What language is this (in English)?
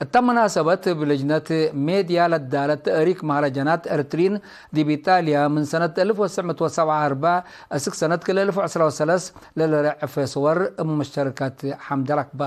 Tigre